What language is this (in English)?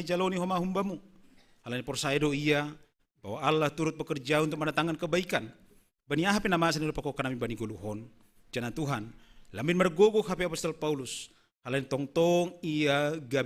Batak Simalungun